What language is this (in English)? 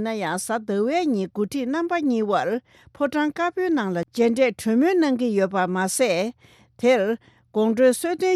Tibetan